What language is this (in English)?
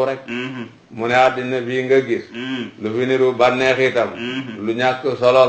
Wolof